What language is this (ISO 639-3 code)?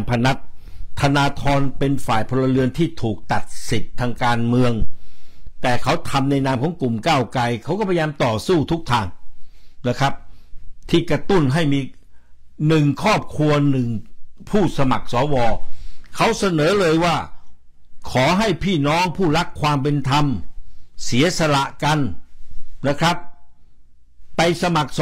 tha